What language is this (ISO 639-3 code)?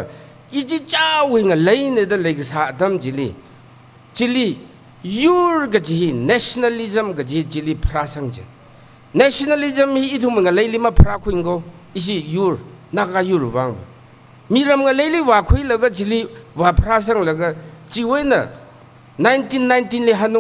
nmf